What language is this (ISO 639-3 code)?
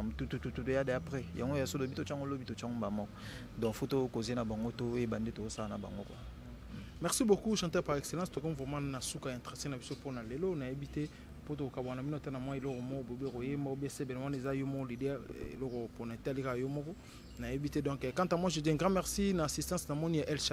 lin